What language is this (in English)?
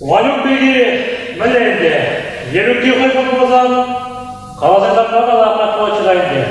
Chuvash